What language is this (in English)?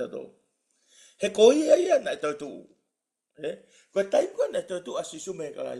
Tongan